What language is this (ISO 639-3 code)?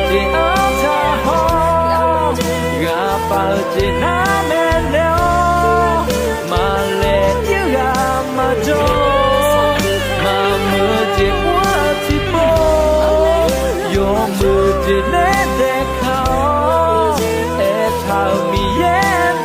ahk